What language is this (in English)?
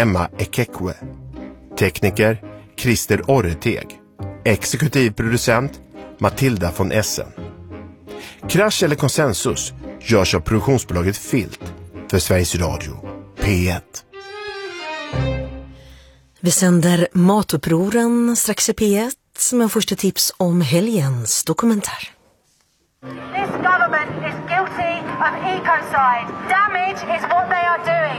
Swedish